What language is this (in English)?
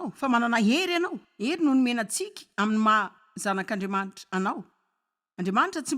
Malagasy